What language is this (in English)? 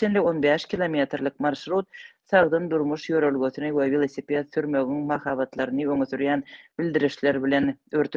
Turkmen